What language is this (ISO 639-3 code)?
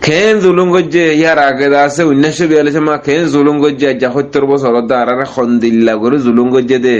rhg